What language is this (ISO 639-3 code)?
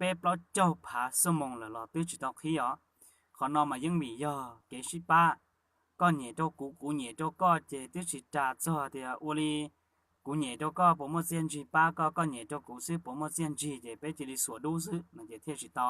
hmn